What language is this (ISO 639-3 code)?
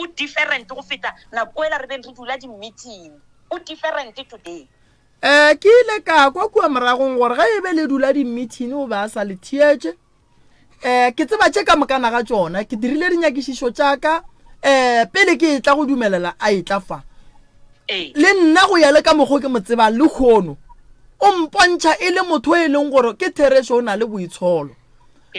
nso